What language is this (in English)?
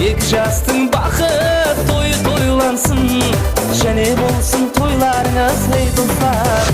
Kara-Kalpak